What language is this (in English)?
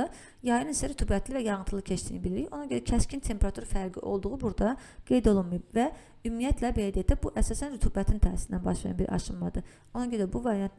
Azerbaijani